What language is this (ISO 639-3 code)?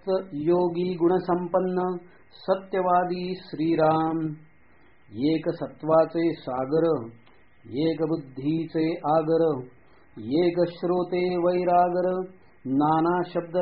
mar